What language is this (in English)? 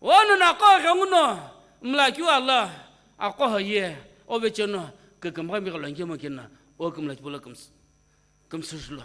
Sumi Naga